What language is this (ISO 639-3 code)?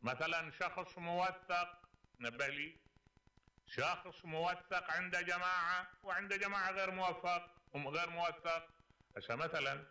acm